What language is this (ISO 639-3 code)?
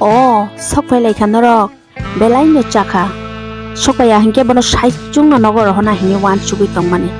trp